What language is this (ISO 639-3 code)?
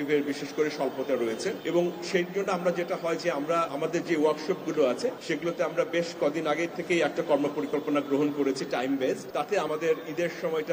ben